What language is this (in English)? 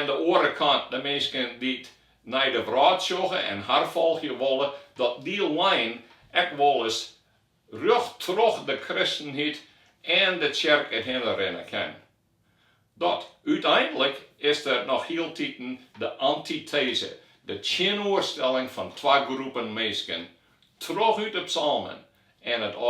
Western Frisian